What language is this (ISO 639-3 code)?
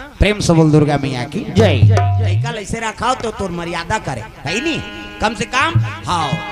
hne